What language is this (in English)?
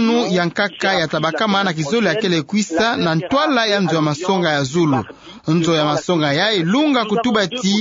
Kituba (Democratic Republic of Congo)